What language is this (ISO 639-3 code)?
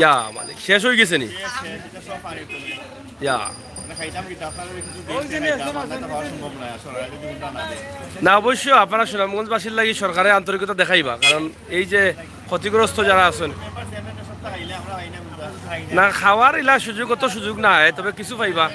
syl